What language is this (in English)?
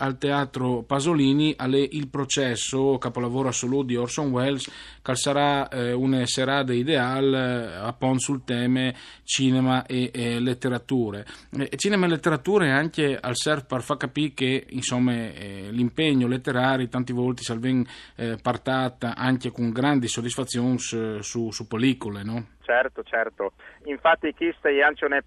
Friulian